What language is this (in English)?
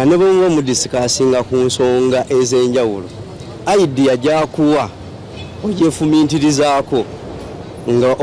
Ganda